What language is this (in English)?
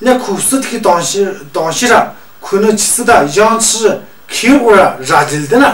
Tu